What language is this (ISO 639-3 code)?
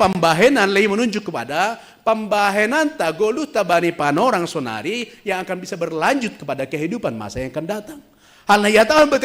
bts